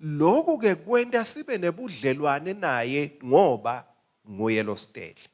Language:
Swati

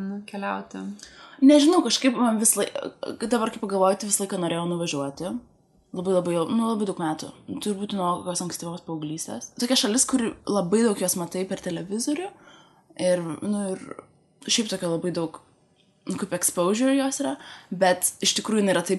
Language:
Lithuanian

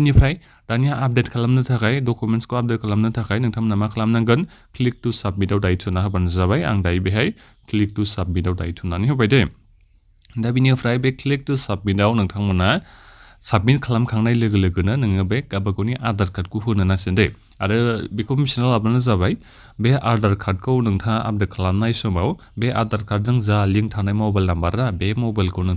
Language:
Bodo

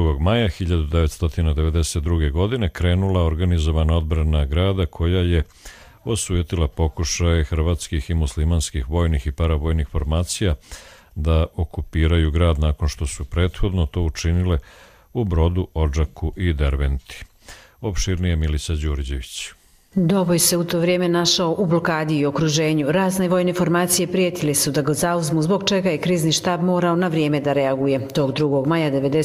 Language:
Croatian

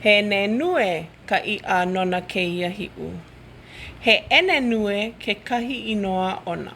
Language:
Hawaiian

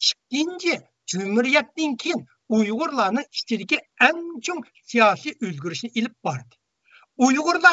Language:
Uyghur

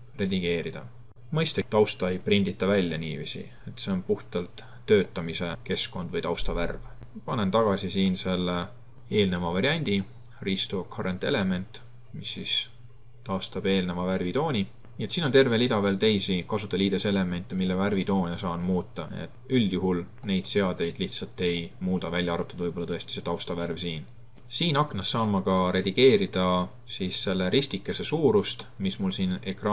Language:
Estonian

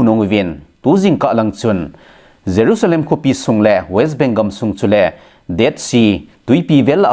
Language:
Thado Chin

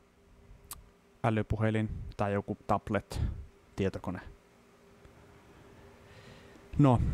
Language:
Finnish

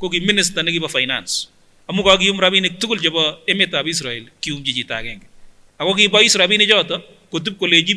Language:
Kipsigis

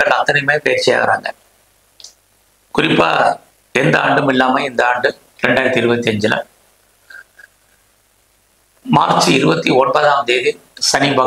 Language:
Tamil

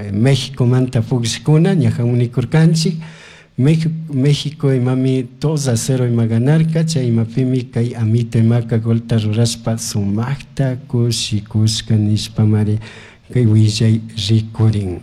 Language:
Chimborazo Highland Quichua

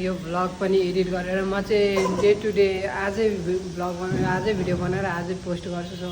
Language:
Nepali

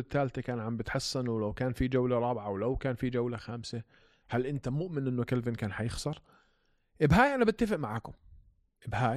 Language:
North Levantine Arabic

